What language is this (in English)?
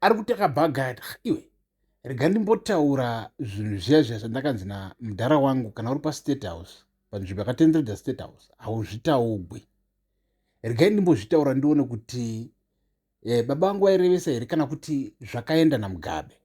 Shona